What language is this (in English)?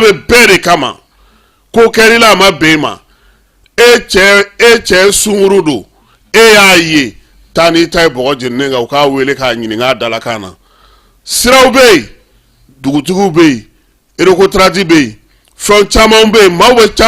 Bambara